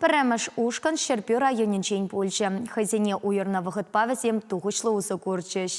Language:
Chuvash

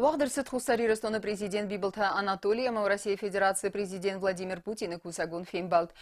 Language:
Ossetic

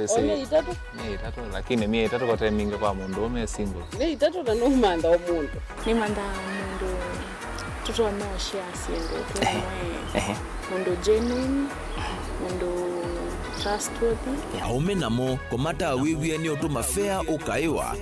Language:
Kamba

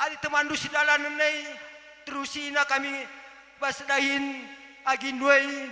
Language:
Batak Karo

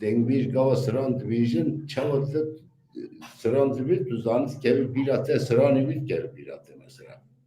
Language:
Kurdish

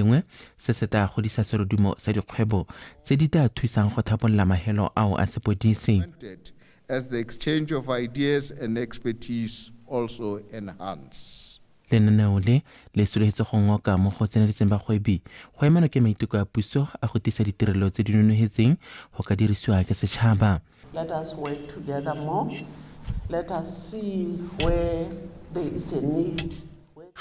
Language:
Tswana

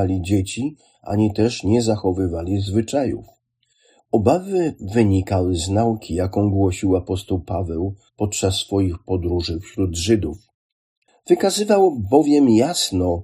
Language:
Polish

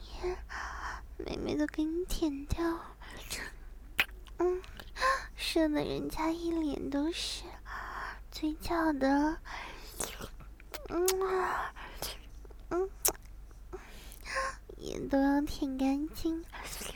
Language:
Chinese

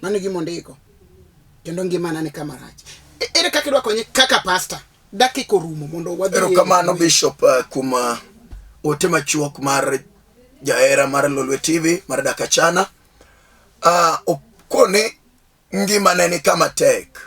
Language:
Luo (Kenya and Tanzania)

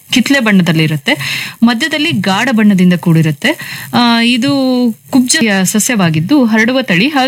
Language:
Kannada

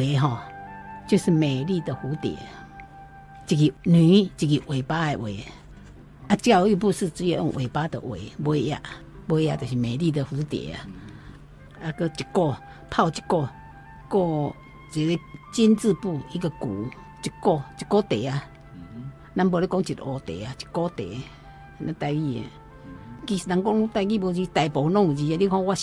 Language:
Min Nan Chinese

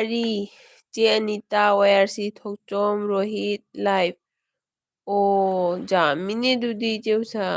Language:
Manipuri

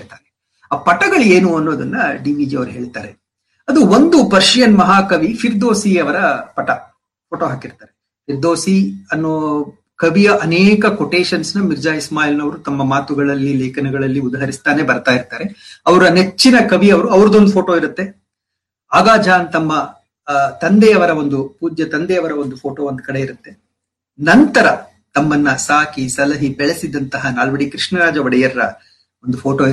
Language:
Kannada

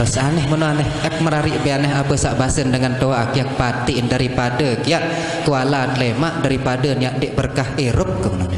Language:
Sasak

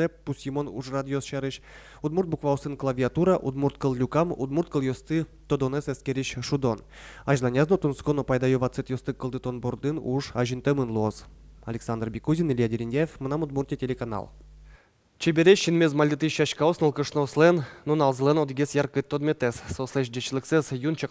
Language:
Udmurt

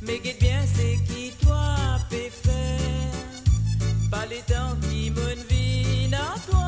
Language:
Morisyen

